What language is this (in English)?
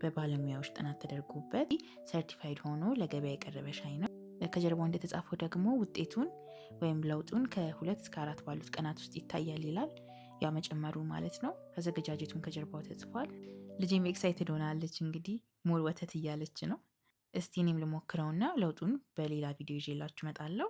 Amharic